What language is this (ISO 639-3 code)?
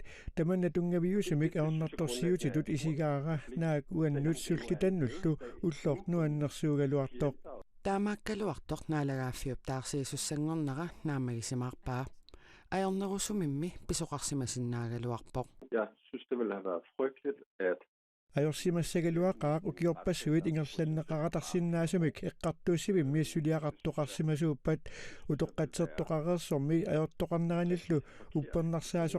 kal